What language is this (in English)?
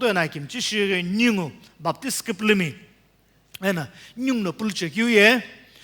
Sumi Naga